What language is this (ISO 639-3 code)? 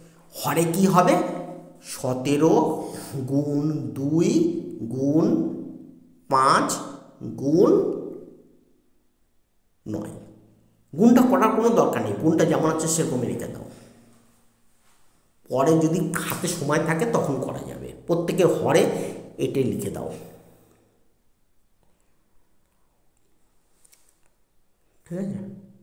ben